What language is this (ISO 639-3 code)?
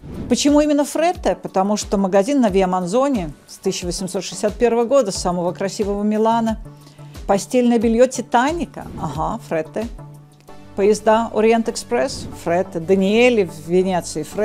rus